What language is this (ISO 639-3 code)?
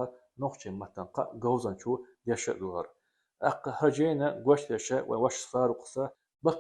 che